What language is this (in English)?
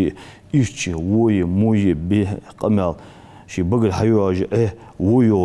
Ingush